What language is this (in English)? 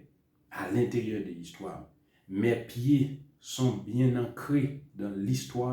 Haitian Creole